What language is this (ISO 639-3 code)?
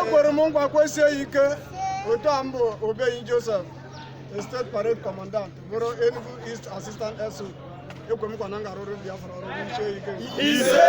ibo